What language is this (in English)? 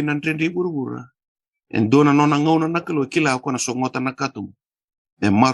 Fijian